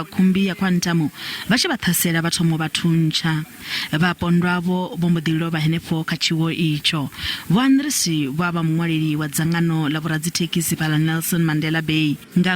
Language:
Venda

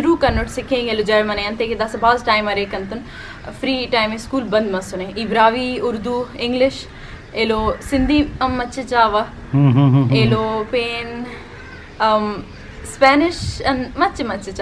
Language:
Brahui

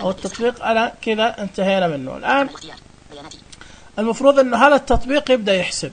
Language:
Najdi Arabic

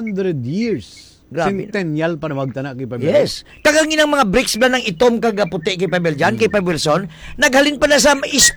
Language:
Hiligaynon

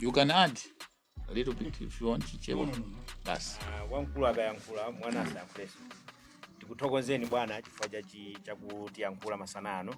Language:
Nyanja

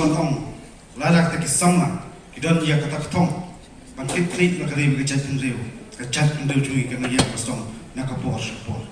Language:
Khasi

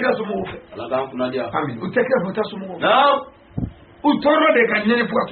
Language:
Bambara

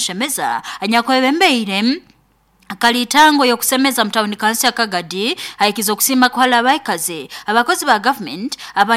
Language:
Nyoro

